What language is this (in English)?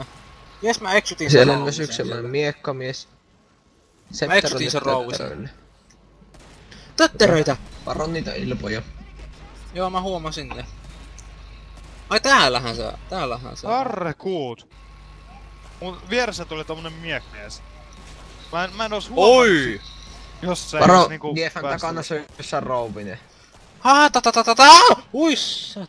Finnish